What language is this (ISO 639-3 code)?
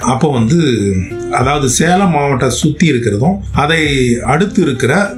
tam